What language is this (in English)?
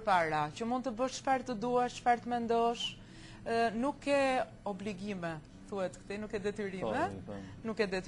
Albanian